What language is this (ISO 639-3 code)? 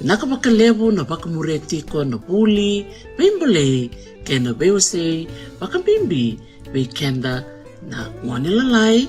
fij